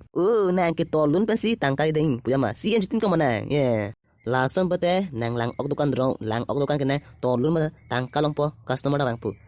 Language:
Karbi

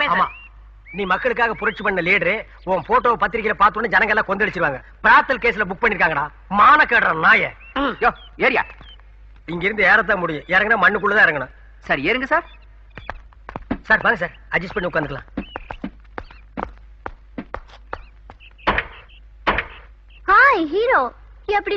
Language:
Tamil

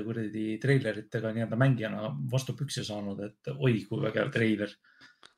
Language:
Estonian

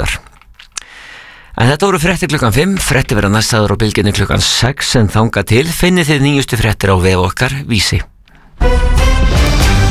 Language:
Icelandic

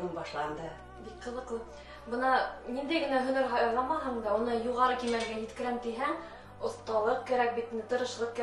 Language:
Bashkir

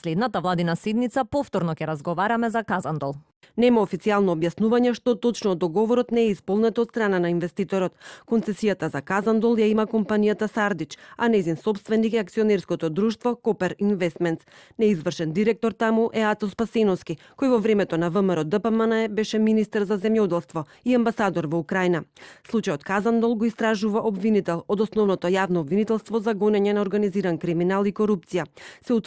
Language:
Macedonian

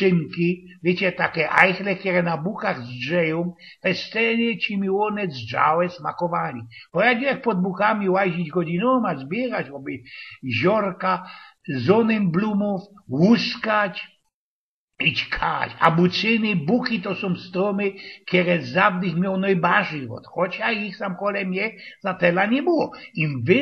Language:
Silesian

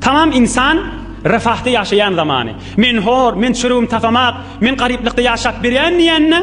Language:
Turkmen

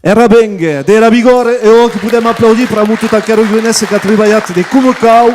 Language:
Occitan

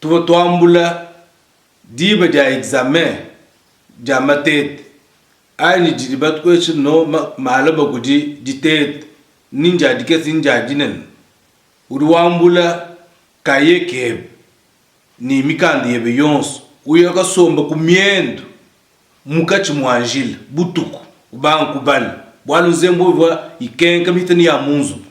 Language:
Luba-Lulua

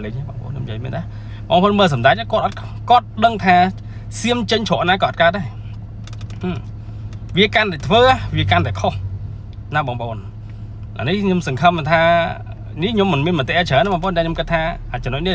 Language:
Khmer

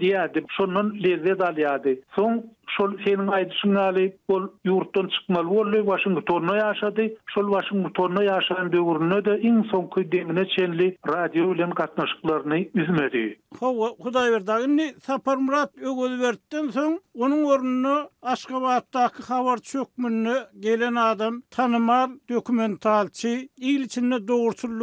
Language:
Turkmen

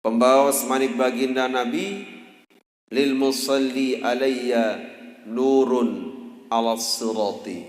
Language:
Sasak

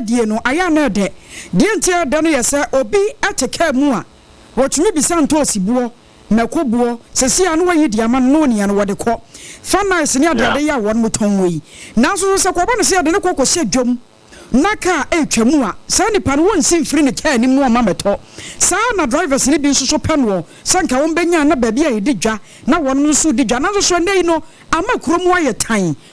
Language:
Akan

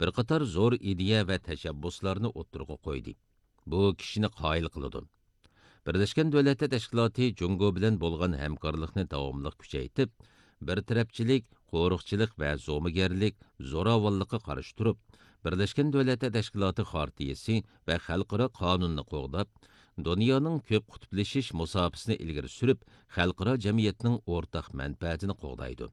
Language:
Uyghur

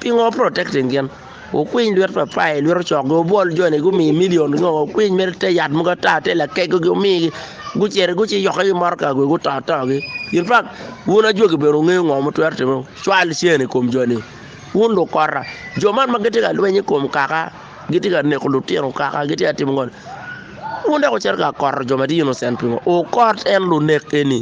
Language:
Acoli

